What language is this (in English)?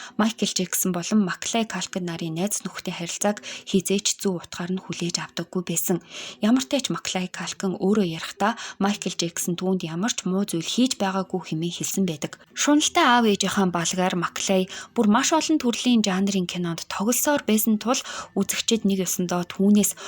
Mongolian